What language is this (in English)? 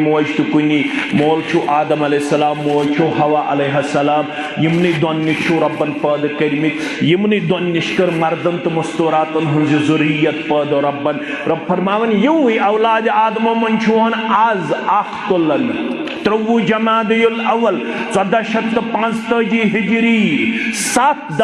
Kashmiri